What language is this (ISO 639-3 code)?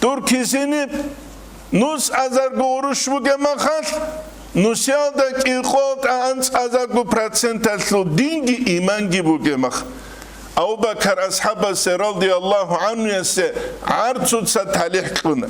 ava